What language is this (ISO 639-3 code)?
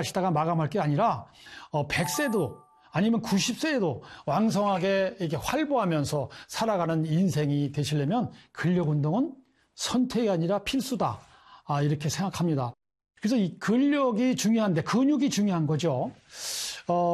kor